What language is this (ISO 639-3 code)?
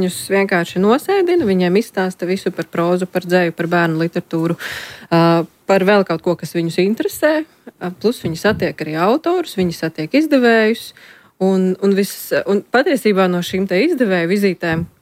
lav